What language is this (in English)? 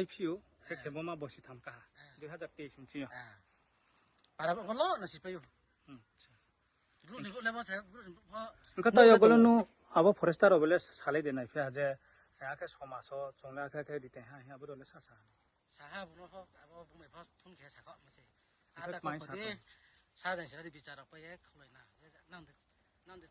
Riang (India)